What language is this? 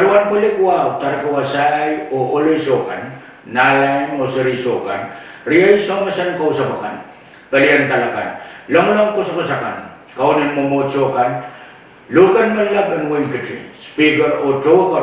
Pohnpeian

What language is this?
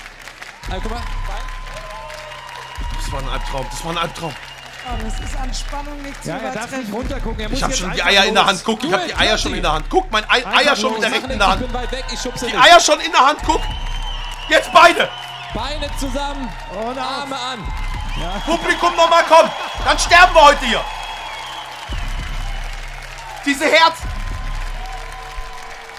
German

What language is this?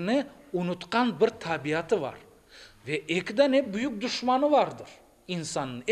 Crimean Tatar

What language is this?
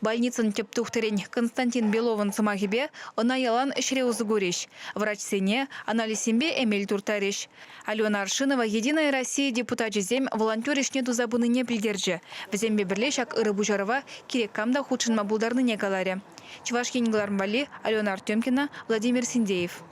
Chuvash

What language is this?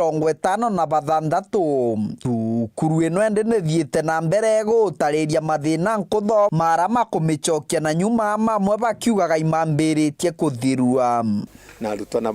Meru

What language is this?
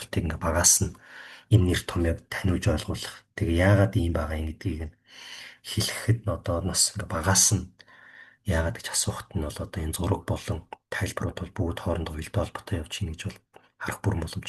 Mongolian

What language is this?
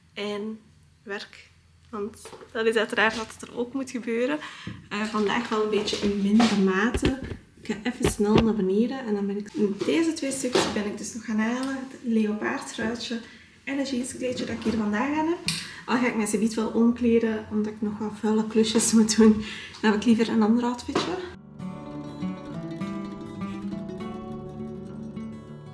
Dutch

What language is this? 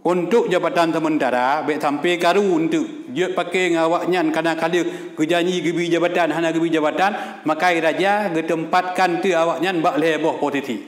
Achinese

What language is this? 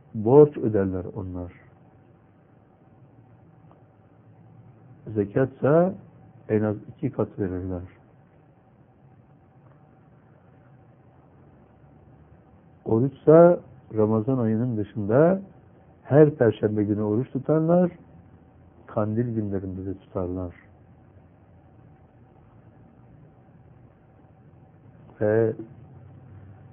Turkish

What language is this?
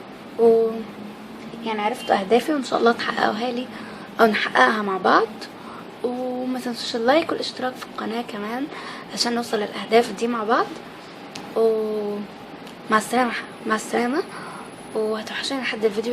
Egyptian Arabic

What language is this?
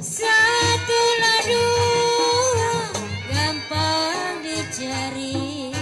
Betawi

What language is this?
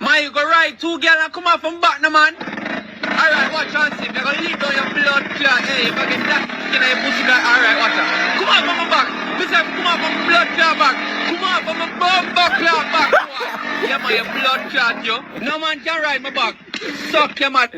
Jamaican Creole English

